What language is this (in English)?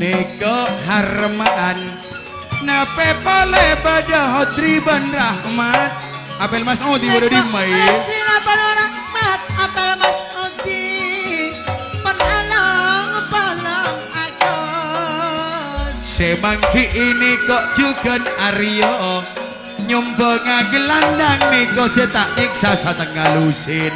Madurese